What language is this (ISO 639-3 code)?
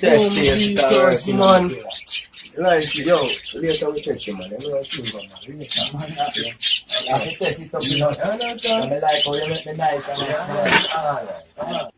jam